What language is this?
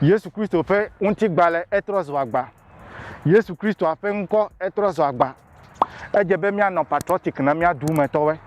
Ewe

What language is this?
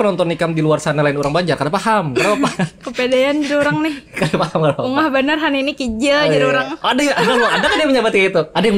Banjar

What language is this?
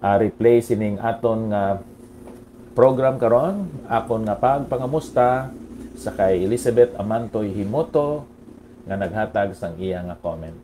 Hiligaynon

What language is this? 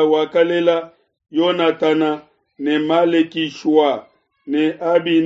Luba-Lulua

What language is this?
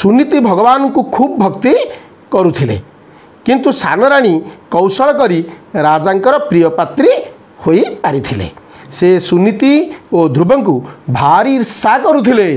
Odia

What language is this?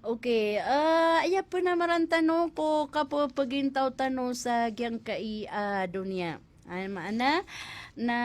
Maranao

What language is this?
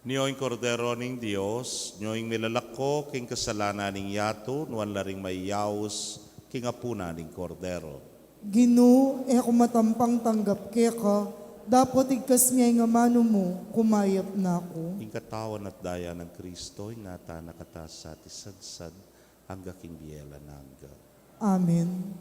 Pampanga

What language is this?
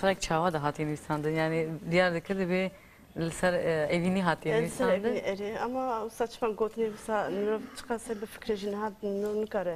Kurdish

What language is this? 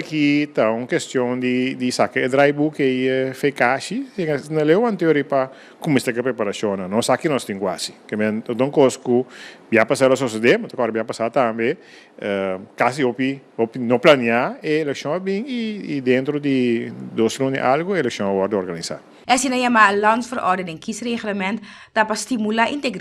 Papiamento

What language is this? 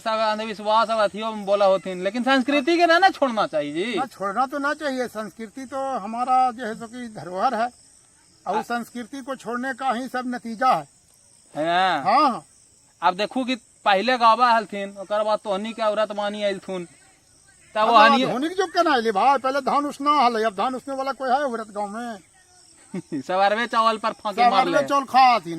Magahi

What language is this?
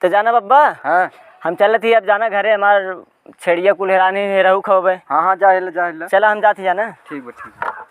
Awadhi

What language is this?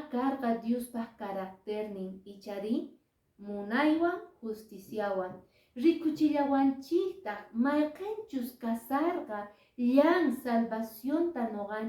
Quechua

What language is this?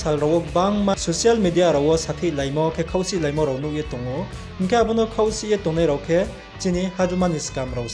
Riang (India)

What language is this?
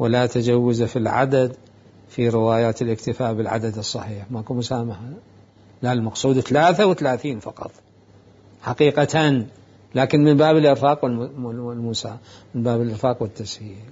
Mesopotamian Arabic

